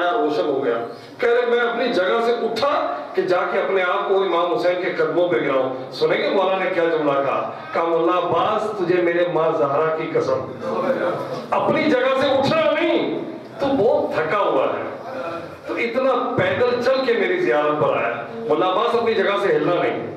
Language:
Urdu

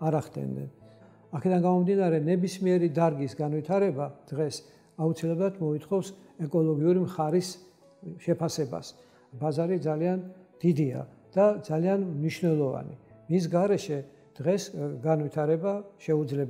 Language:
Georgian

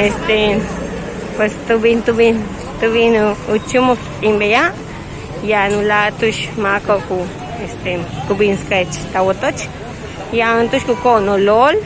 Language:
Yucateco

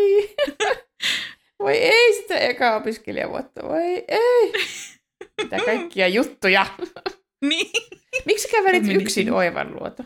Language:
Finnish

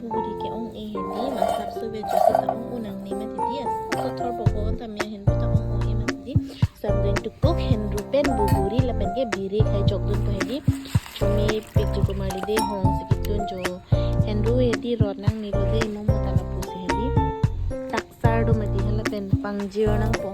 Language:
Karbi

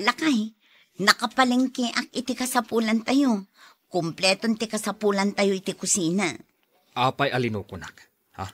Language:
Iloko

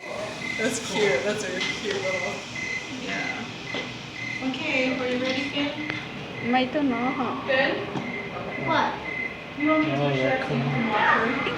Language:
Hmong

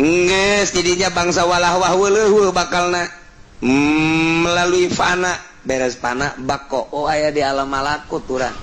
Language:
Sundanese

